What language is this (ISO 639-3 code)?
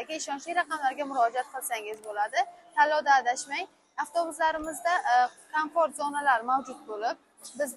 uzb